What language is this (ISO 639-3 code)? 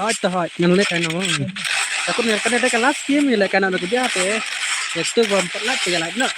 kha